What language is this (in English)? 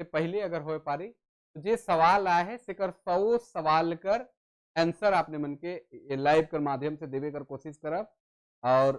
Sadri